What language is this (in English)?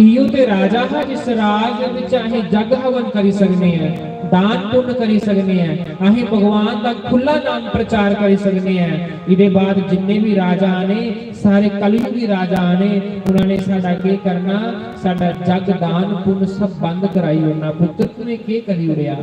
Dogri